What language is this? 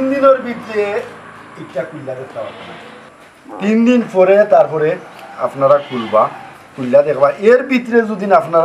Sylheti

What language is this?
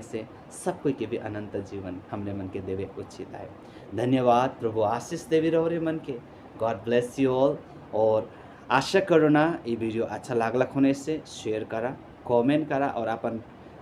Sadri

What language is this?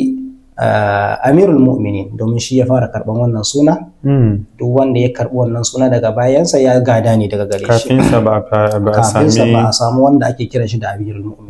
Hausa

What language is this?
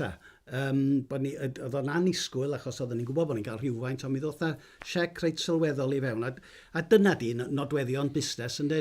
Welsh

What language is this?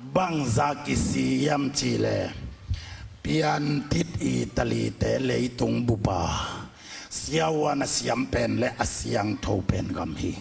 Tedim Chin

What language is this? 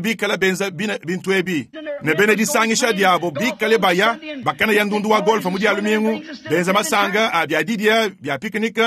Luba-Lulua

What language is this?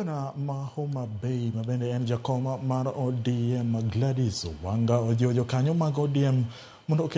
Luo (Kenya and Tanzania)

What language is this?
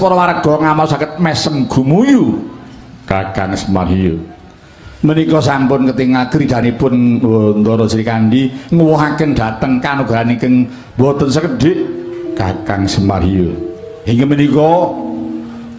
Javanese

